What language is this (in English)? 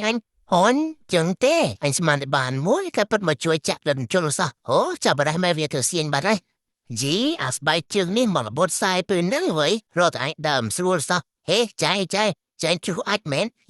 Khmer